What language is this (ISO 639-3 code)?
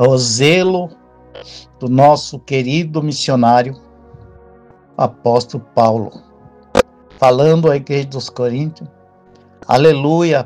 por